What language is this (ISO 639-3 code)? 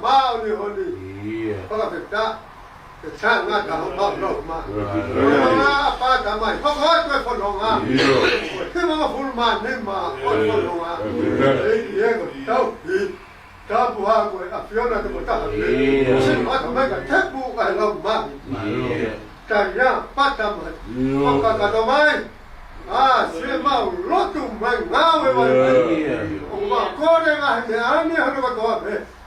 ton